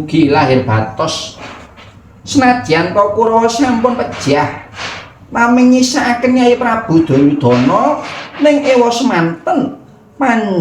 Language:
Javanese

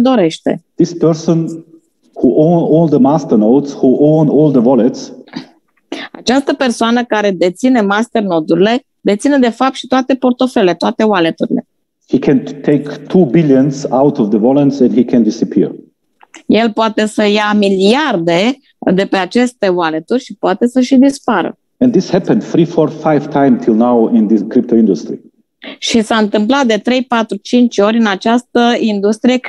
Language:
Romanian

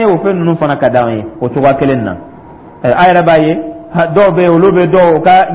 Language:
Dyula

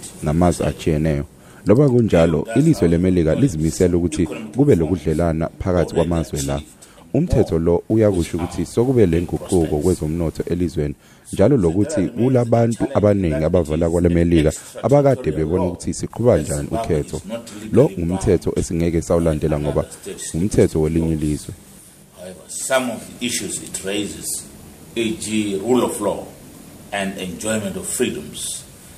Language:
North Ndebele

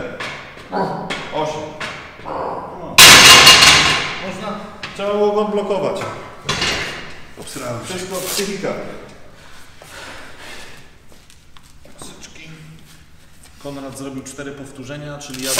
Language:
Polish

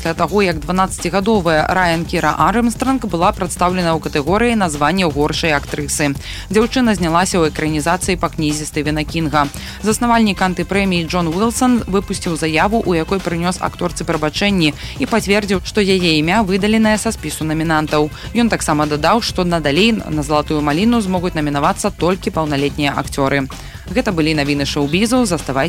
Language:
Belarusian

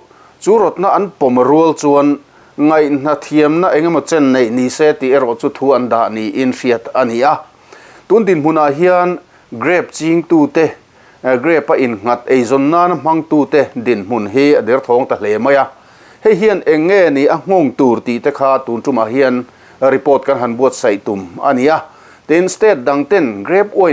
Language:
Mizo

